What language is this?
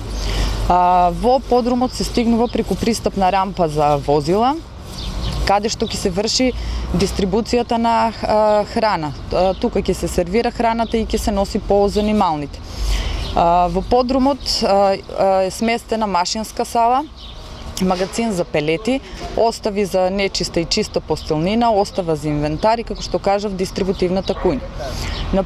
Macedonian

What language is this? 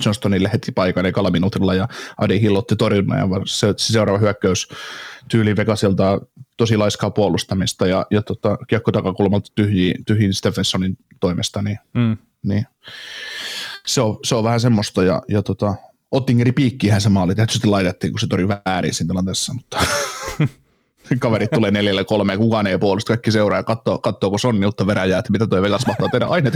Finnish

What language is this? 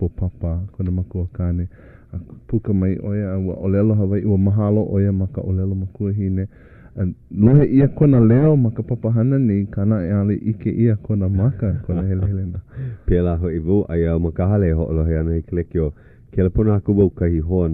Hawaiian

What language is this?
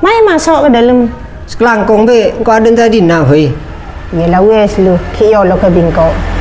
Madurese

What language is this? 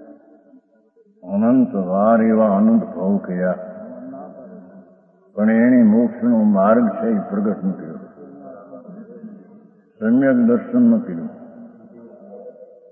Gujarati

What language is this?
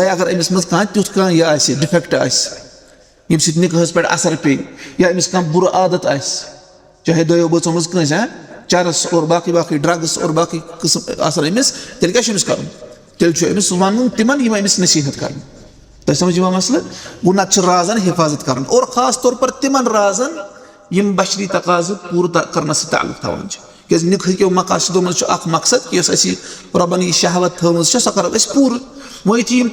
Kashmiri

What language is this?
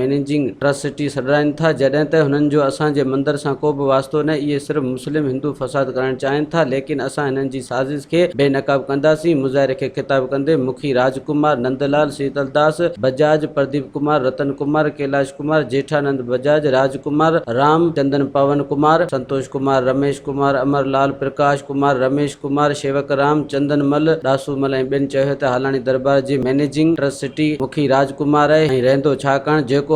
Sindhi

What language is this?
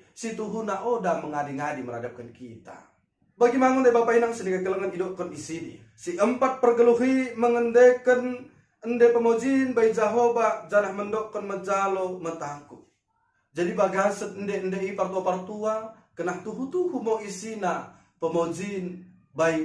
Batak Dairi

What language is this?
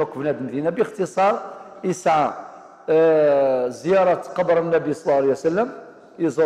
Kabyle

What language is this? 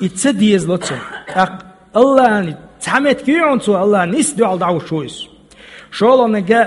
Chechen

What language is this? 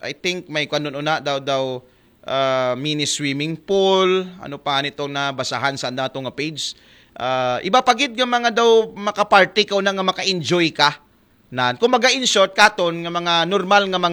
Aklanon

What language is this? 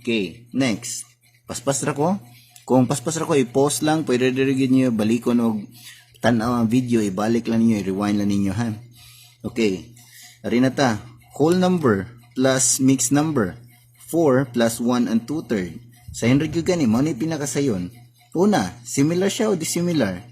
Cebuano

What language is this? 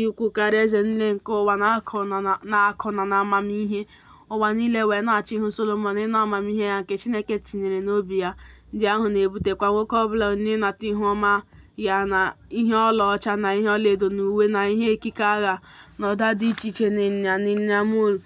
Igbo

